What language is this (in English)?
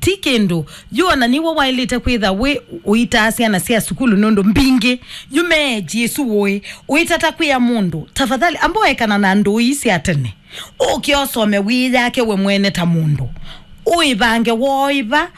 Kamba